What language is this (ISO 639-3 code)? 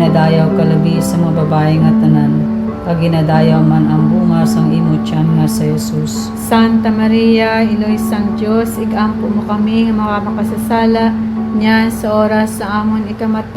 hil